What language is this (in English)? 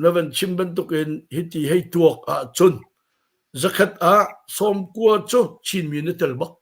Hakha Chin